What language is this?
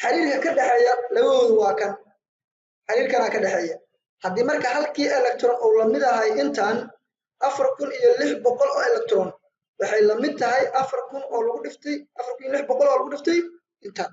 Somali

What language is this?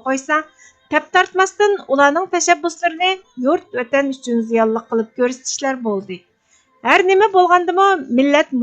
Uyghur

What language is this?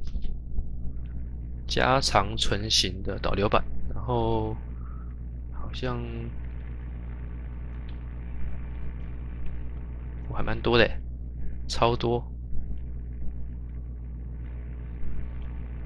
Chinese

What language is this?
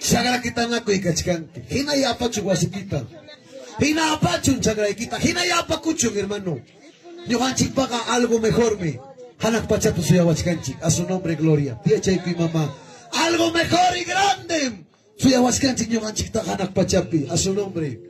Ayacucho Quechua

